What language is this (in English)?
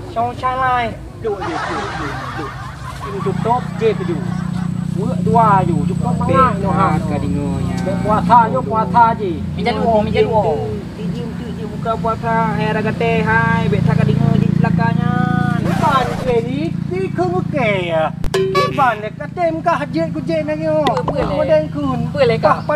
Achinese